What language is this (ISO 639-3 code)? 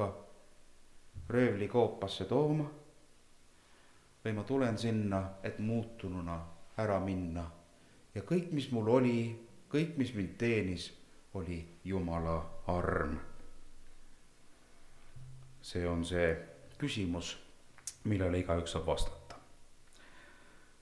est